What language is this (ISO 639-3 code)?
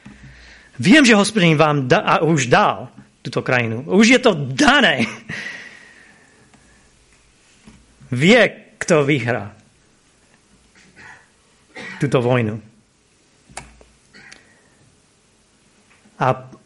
slk